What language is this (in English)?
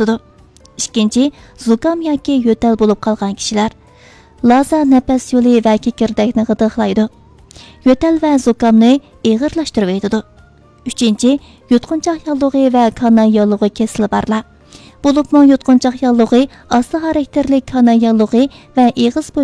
Uyghur